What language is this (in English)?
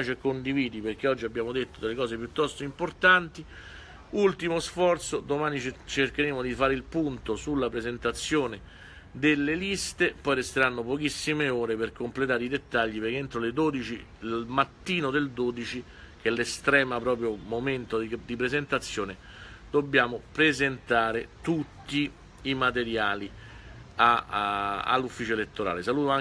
Italian